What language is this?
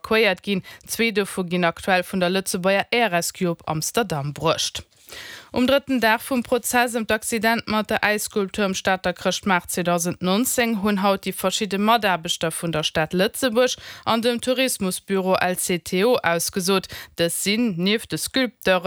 Luxembourgish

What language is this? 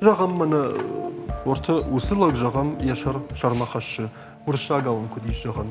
Ossetic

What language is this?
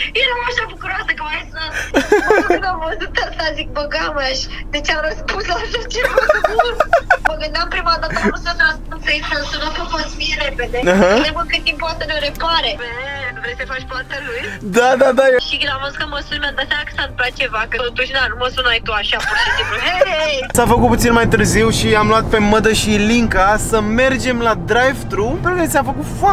Romanian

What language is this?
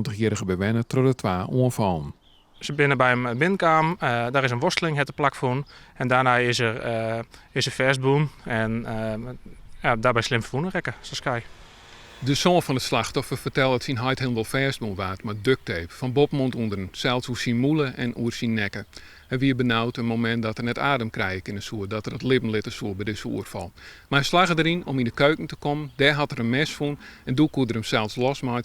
Western Frisian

